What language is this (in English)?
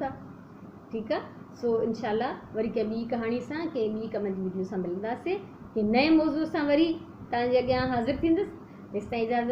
Sindhi